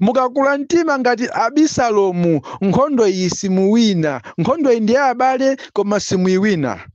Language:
Nyanja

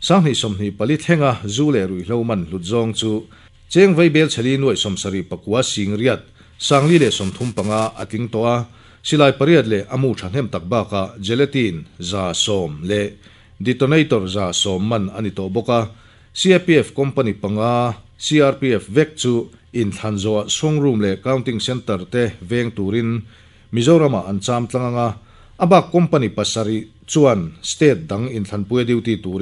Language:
Mizo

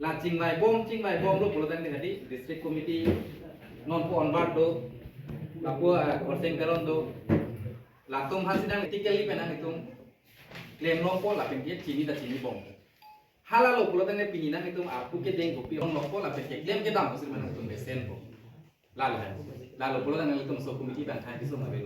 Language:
Karbi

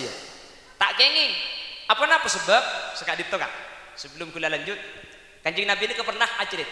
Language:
Madurese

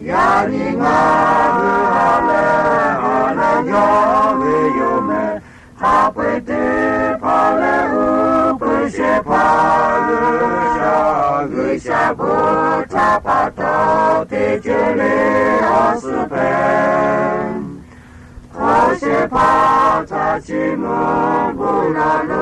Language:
Lahu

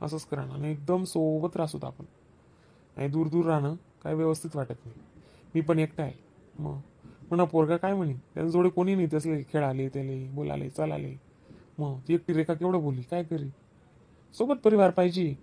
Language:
Khandesi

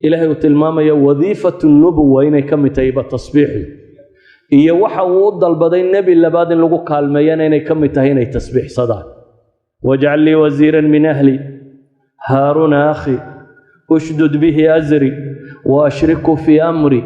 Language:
Somali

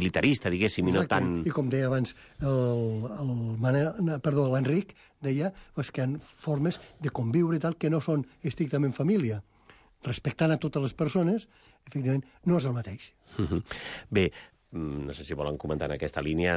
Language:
Catalan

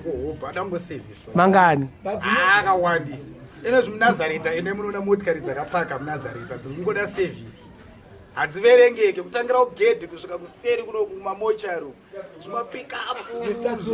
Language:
Shona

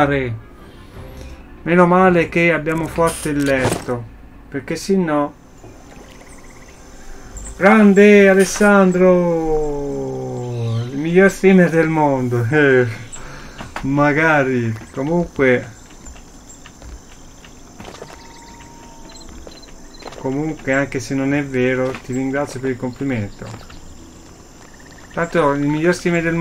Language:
Italian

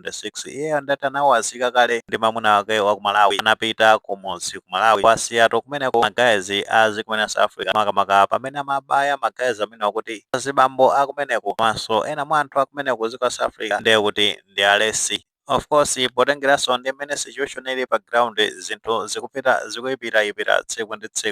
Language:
Nyanja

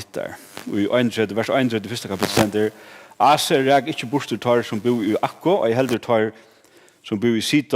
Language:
Faroese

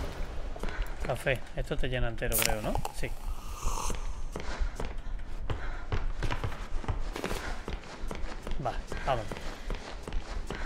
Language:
Spanish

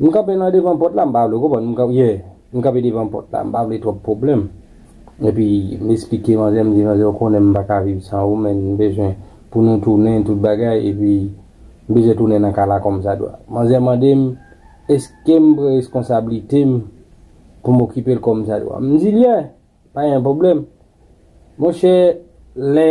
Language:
Haitian Creole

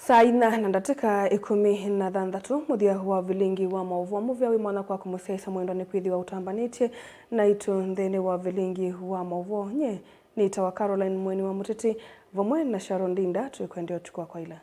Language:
Kamba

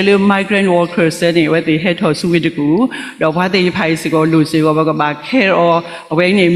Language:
S'gaw Karen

